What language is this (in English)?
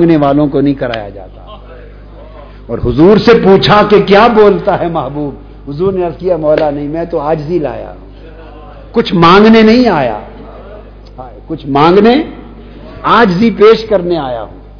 Urdu